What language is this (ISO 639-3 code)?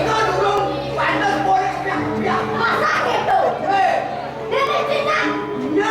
ban